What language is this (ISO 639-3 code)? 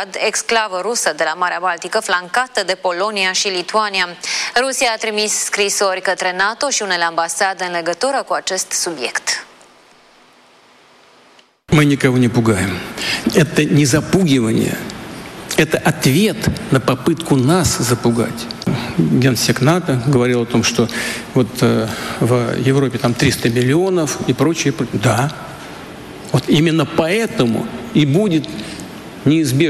ron